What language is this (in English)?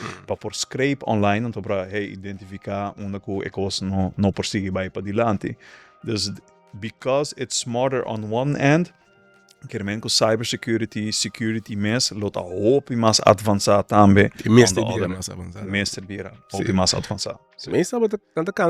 Papiamento